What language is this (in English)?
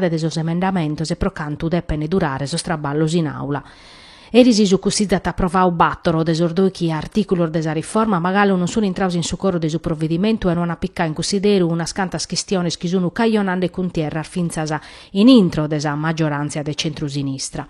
Sardinian